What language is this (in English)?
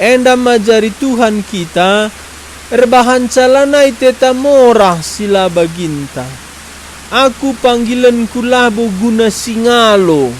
Batak Karo